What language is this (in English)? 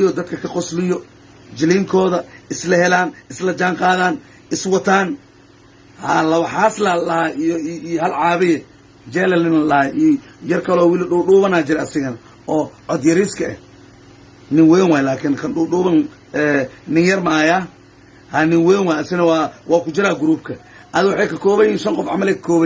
Somali